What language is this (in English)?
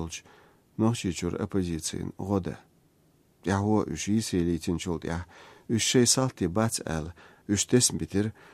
Chechen